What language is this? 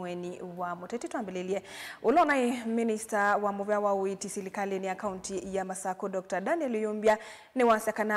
Kamba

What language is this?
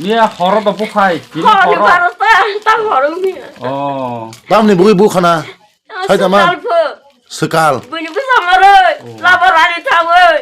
Kok Borok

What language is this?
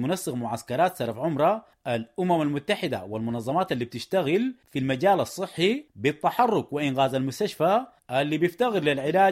Sudanese Arabic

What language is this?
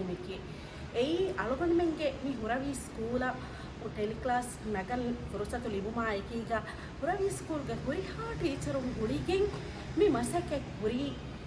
Divehi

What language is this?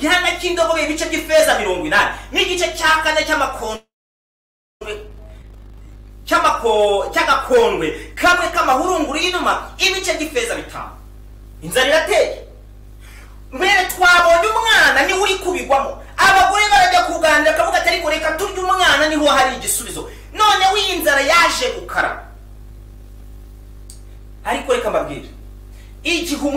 Kinyarwanda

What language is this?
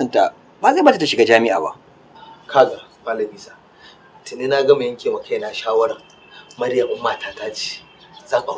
Hausa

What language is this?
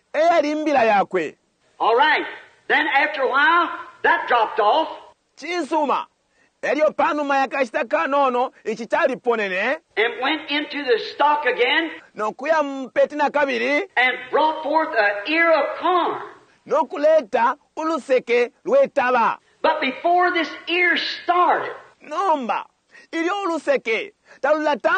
Bemba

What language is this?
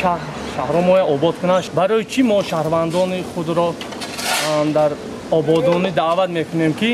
Tajik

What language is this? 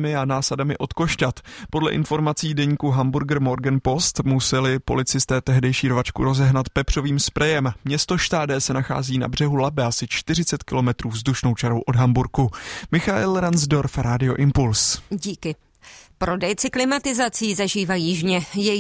Czech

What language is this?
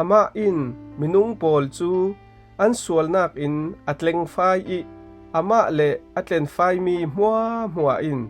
Falam Chin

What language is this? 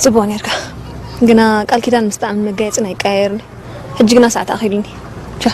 Tigrinya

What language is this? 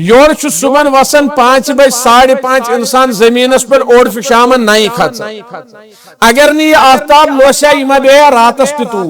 Kashmiri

